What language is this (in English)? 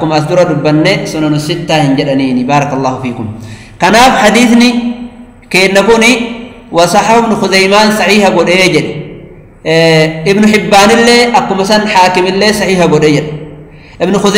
Oromo